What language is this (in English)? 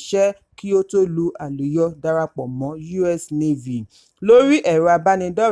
Yoruba